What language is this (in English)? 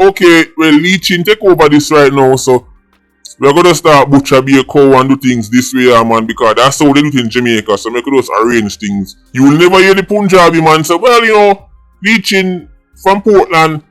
Jamaican Creole English